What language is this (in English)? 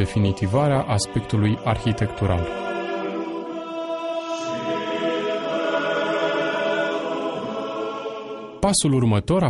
Romanian